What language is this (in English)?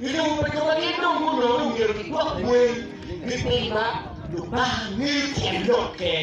Acoli